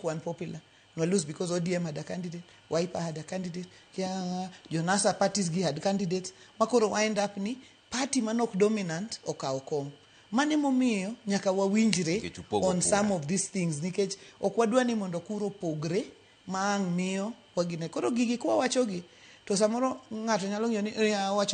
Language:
Luo (Kenya and Tanzania)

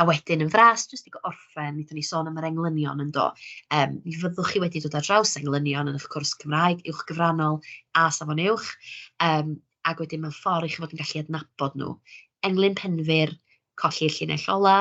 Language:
Welsh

